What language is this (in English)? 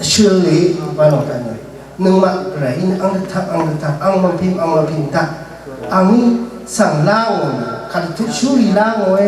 Rawang